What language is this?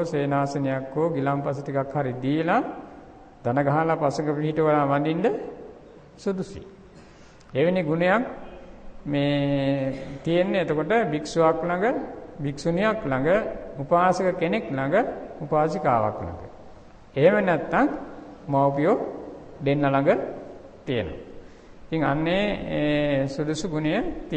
Sinhala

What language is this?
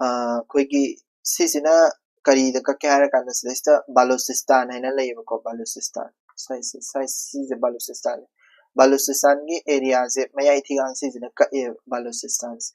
Manipuri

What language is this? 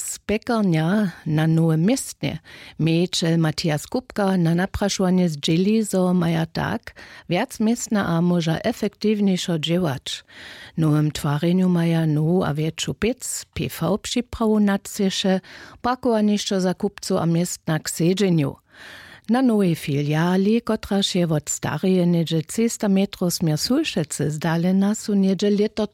Upper Sorbian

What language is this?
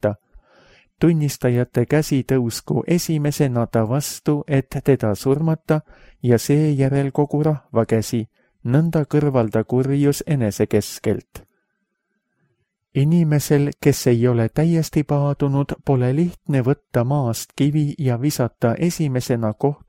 Estonian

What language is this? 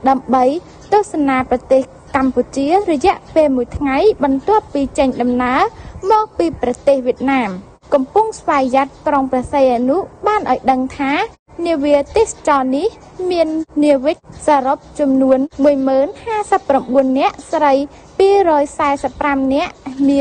Khmer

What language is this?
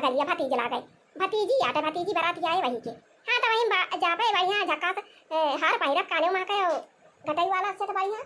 Awadhi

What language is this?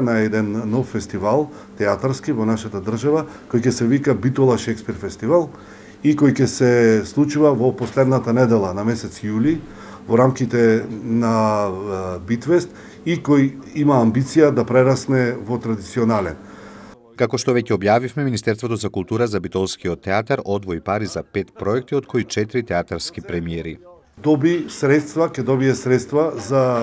Macedonian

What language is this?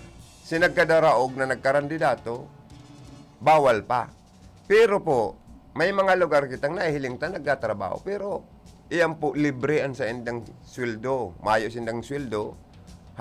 Bikol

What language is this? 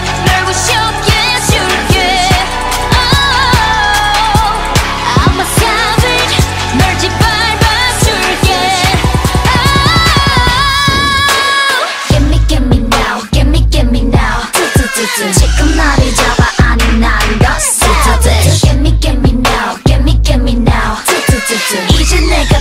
Korean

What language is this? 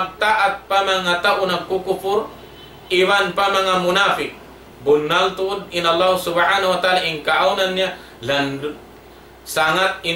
Tausug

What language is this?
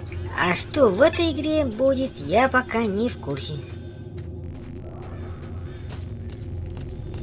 Russian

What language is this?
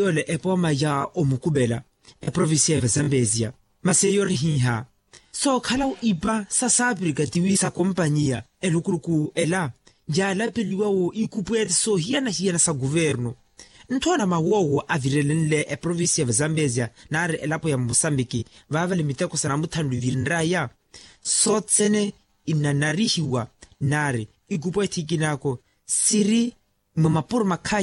Makhuwa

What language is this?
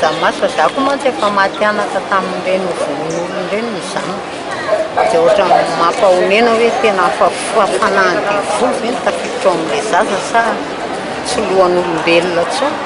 Malagasy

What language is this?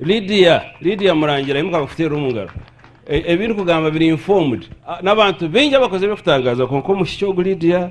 Nyankole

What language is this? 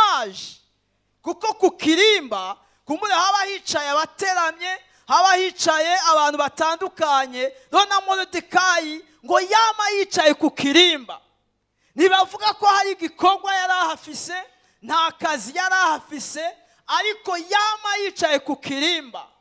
Rundi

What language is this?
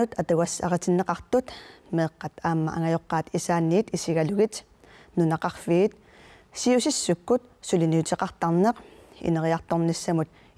Kalaallisut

